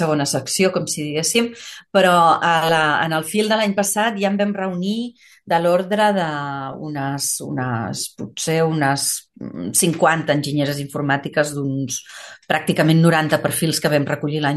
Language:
Catalan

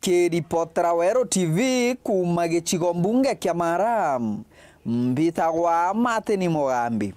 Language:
Meru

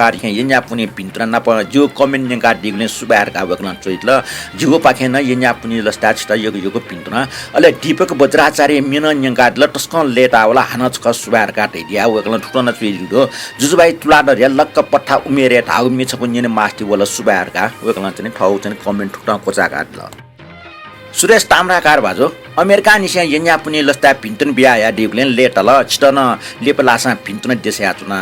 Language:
Newari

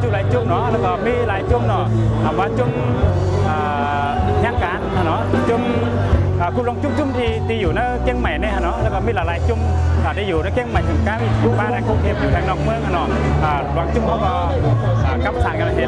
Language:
Shan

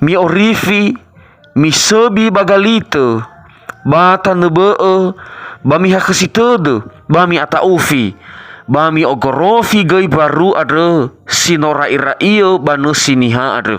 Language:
Nias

